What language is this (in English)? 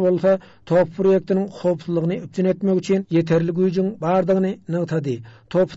Turkmen